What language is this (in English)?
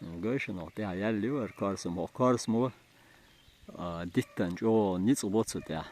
Chechen